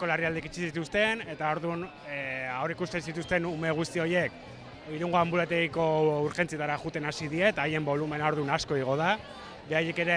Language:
Basque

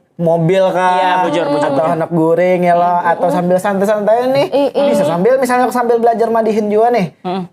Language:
Banjar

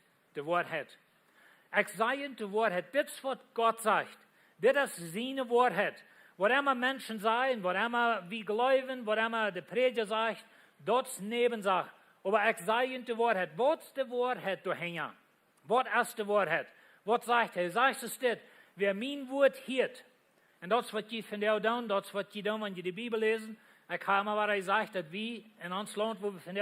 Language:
Plautdietsch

